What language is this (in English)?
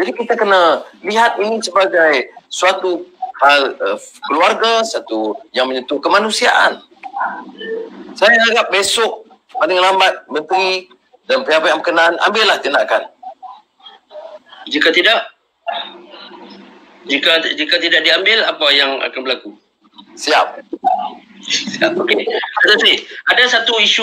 Malay